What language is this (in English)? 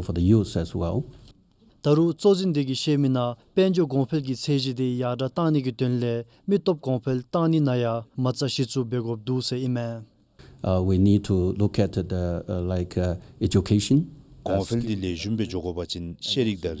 Dzongkha